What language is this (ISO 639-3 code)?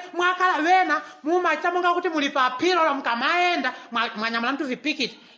nya